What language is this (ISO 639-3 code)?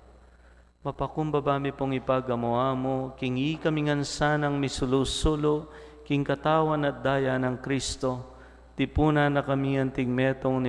pam